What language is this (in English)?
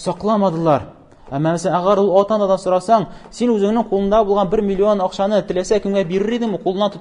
Tatar